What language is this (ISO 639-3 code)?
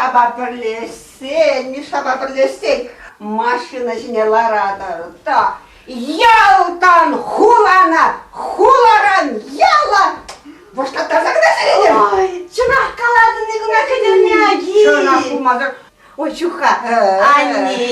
chv